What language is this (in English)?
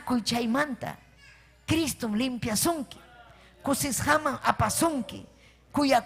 Ayacucho Quechua